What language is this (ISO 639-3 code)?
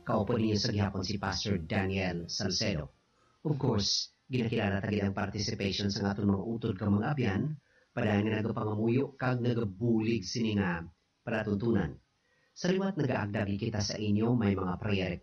hil